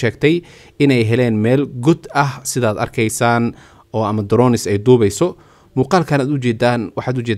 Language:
Somali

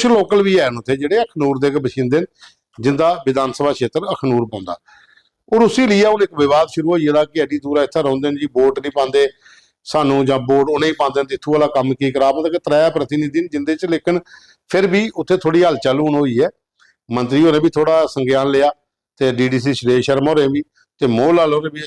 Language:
Dogri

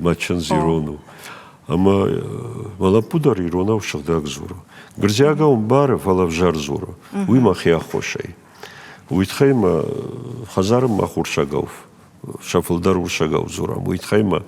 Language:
Ossetic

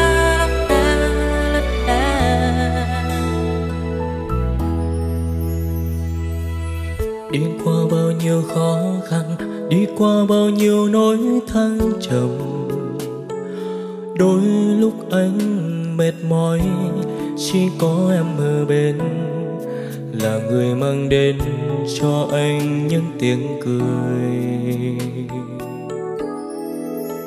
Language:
Vietnamese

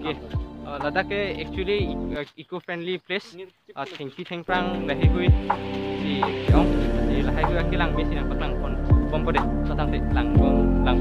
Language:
Karbi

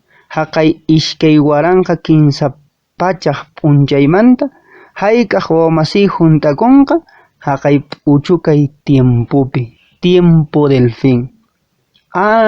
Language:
Quechua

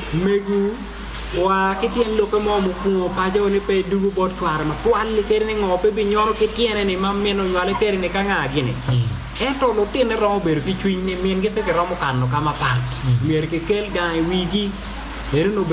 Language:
Acoli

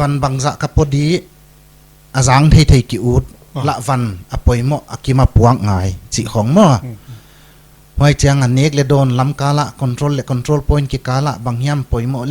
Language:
Paite Chin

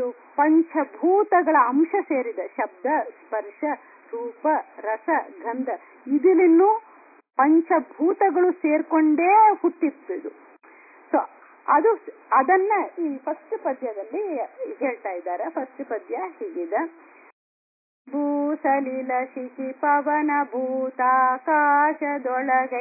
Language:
Kannada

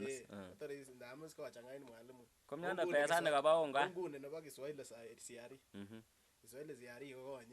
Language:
Kalenjin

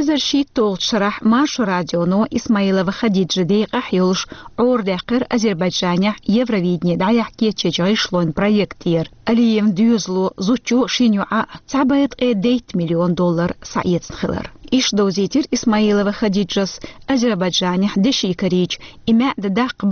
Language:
Chechen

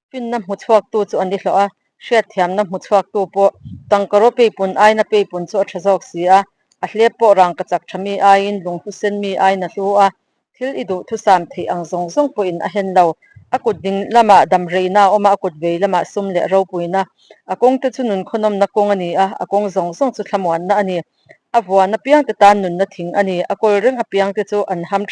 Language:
Mizo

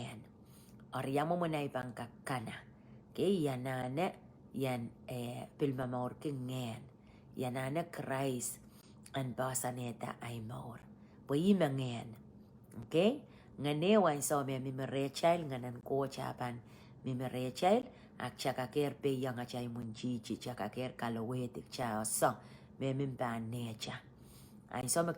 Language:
Pohnpeian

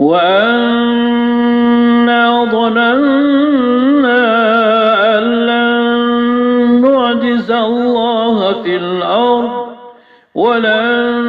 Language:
Maranao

